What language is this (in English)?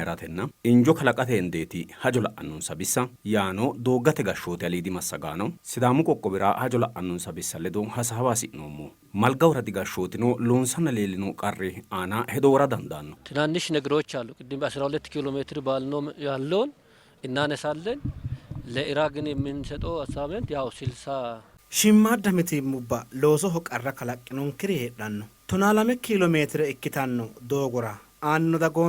Sidamo